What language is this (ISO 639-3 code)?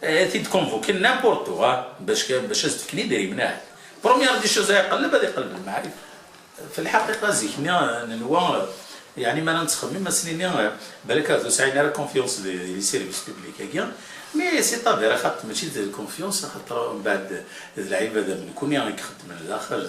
kab